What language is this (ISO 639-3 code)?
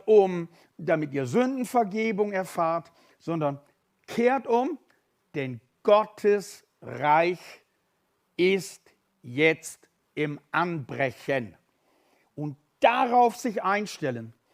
gsw